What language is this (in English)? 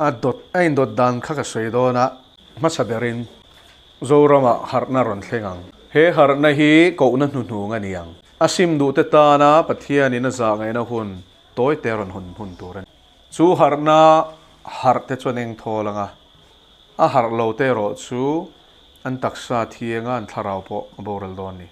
Mizo